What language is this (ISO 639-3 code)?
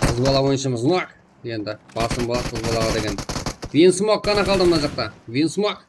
kaa